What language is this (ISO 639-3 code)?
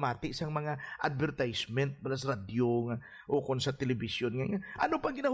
hil